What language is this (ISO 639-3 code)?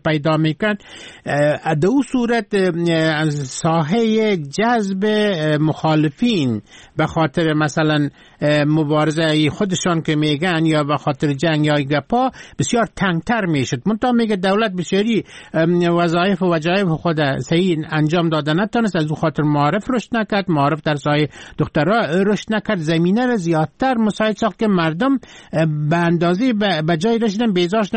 fas